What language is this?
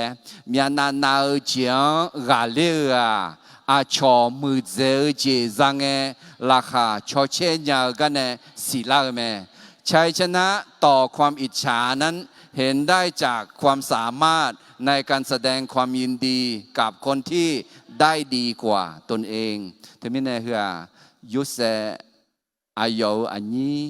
Akha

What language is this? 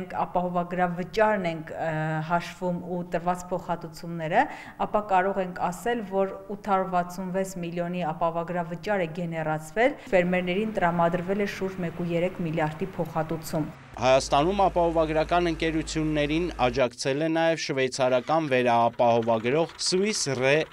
Armenian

